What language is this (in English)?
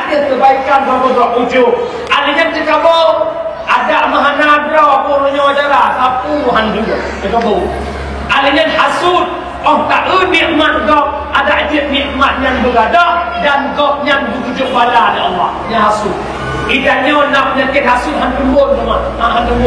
Achinese